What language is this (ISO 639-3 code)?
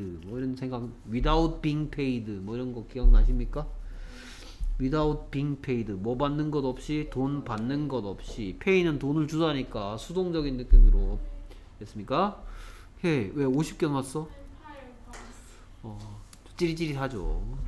kor